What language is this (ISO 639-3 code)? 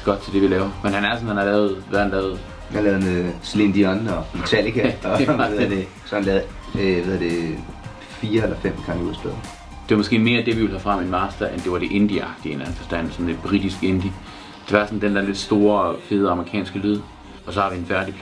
dan